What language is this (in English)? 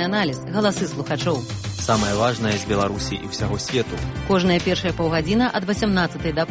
Belarusian